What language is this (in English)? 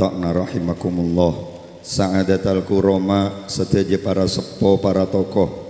Madurese